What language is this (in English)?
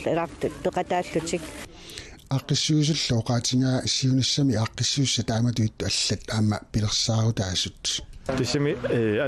Kalaallisut